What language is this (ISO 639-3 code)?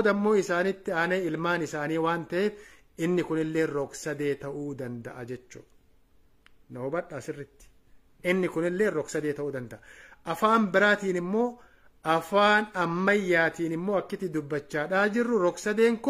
orm